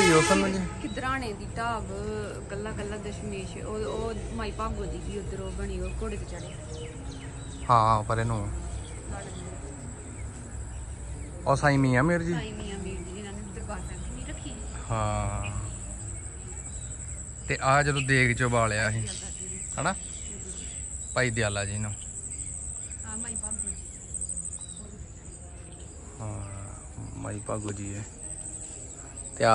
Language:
Punjabi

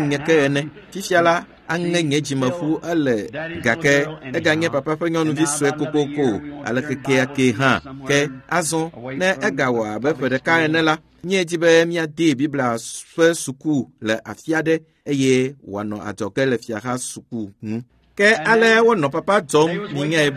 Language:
Ewe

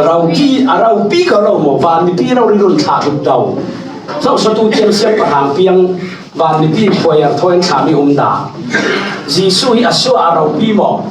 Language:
Falam Chin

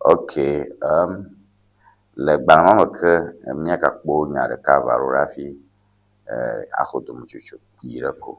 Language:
Ewe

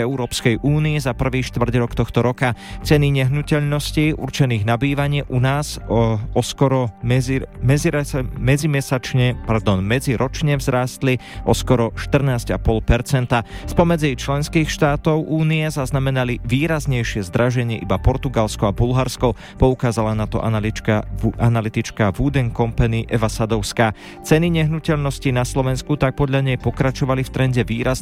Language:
Slovak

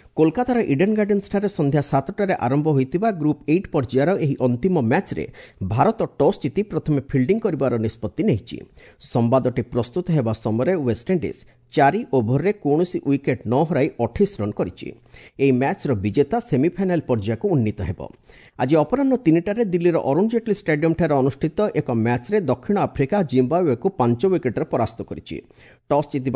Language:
Odia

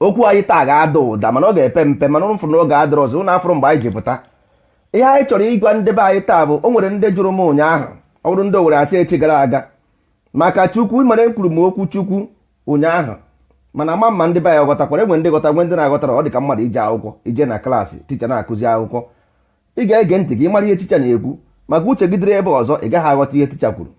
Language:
Igbo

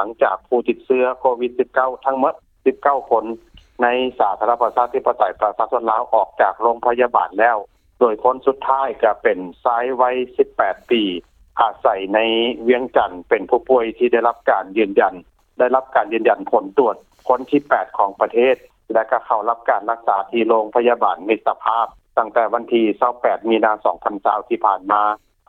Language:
Lao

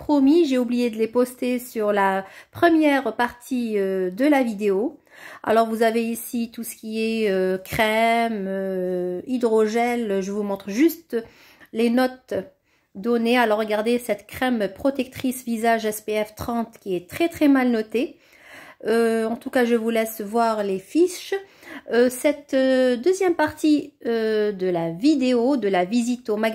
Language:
French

